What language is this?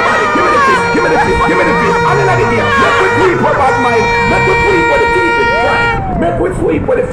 Jamaican Creole English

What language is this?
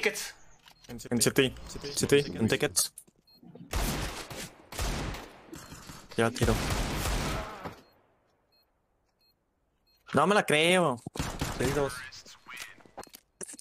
Spanish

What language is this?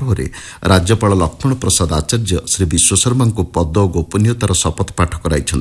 Odia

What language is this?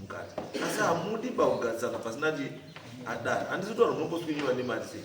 Shona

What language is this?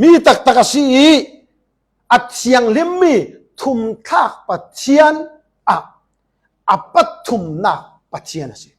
Falam Chin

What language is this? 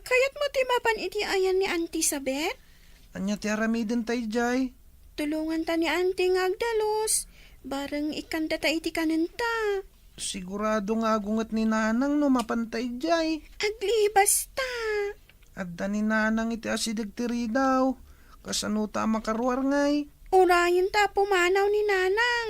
Iloko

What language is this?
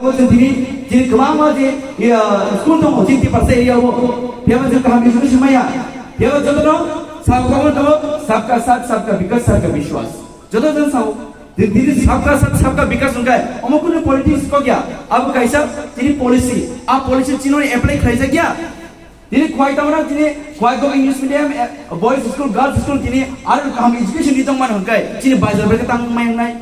Kok Borok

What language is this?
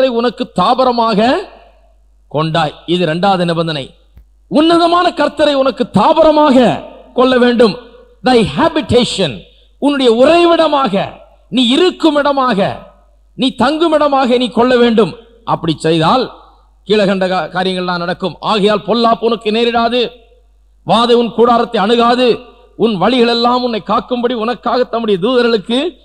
Tamil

